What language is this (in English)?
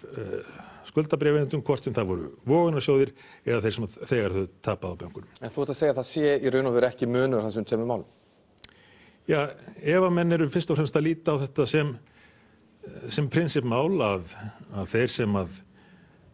Icelandic